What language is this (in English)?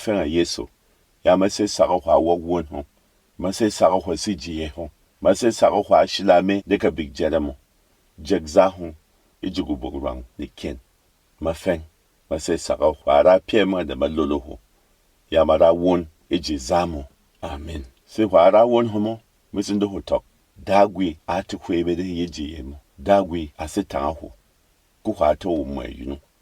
Berom